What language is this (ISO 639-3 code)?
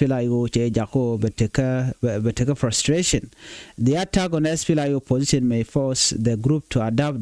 nus